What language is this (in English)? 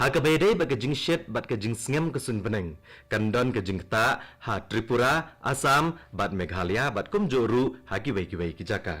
Khasi